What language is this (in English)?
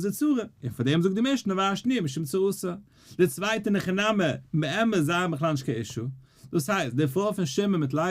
Yiddish